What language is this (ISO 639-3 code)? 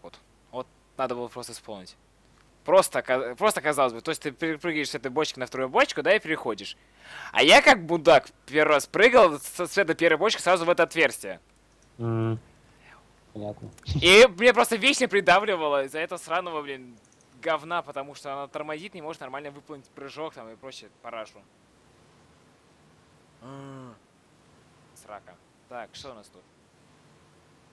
rus